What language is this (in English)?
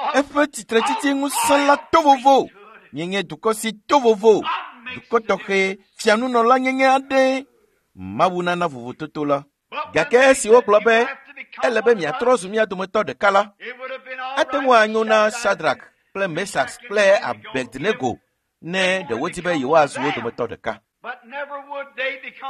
Ewe